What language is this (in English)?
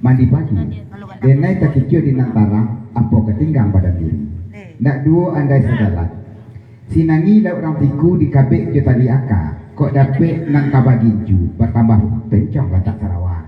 Minangkabau